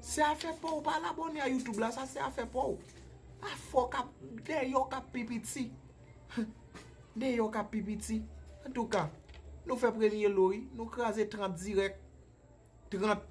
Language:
Haitian Creole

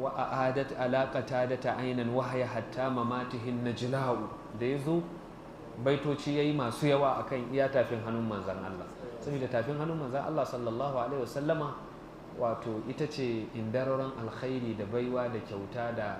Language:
Hausa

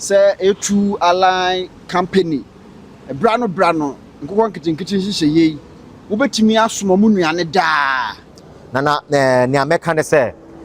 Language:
Akan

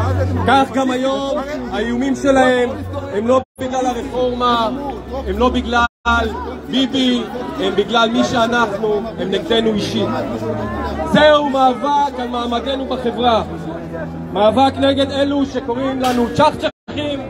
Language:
Hebrew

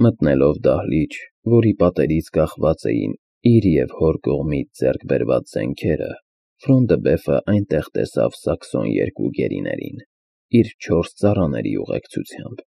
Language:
Armenian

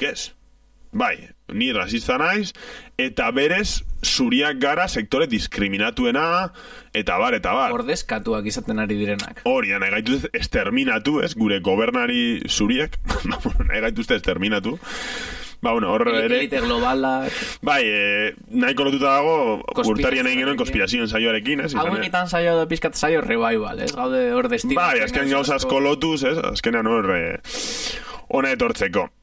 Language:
Basque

